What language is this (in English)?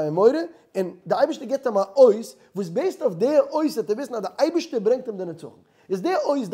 Yiddish